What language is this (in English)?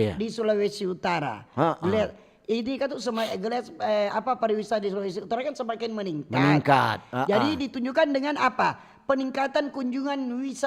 Manado Malay